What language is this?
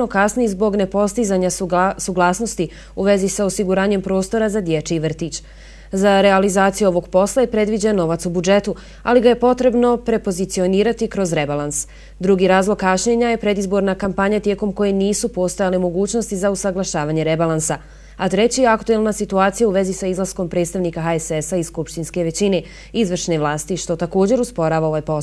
Bosnian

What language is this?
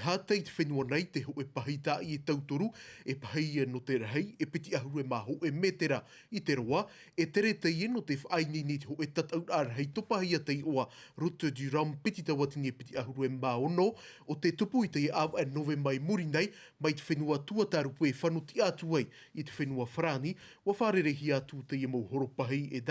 Tahitian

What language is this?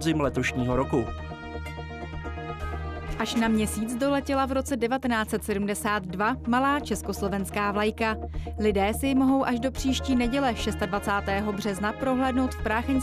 Czech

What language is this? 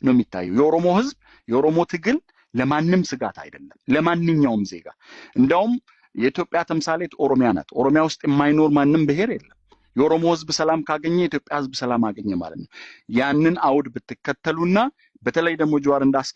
Amharic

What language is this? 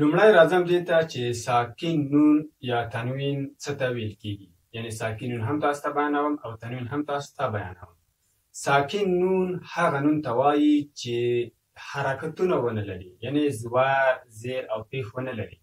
Pashto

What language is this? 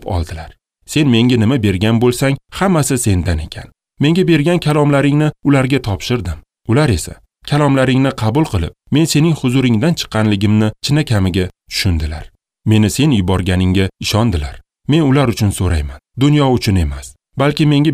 Uzbek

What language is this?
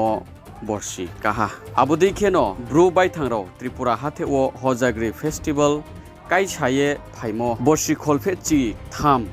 Riang (India)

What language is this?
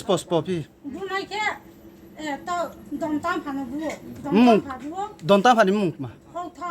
Riang (India)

